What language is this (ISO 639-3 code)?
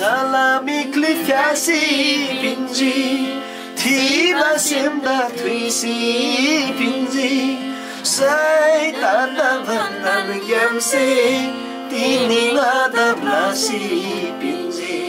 taj